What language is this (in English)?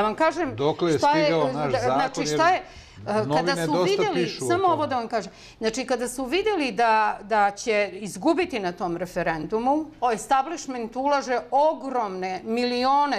Serbian